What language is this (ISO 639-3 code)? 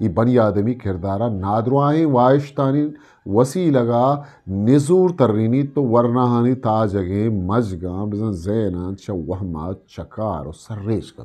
bgp